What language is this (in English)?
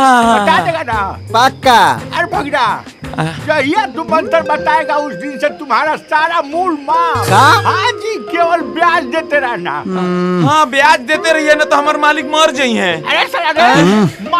Bhojpuri